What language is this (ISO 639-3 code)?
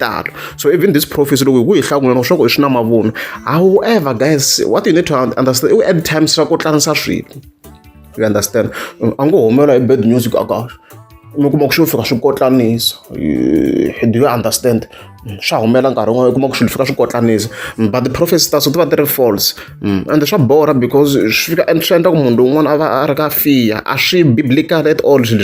tso